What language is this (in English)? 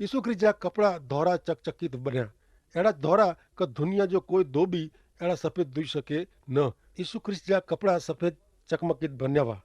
Kachhi